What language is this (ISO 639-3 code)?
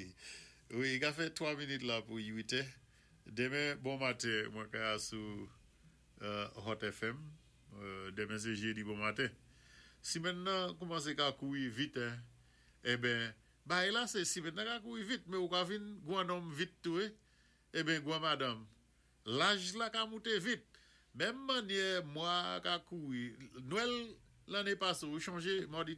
acf